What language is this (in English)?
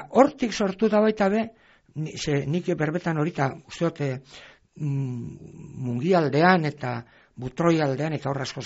Basque